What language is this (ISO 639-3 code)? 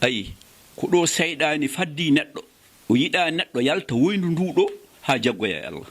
ful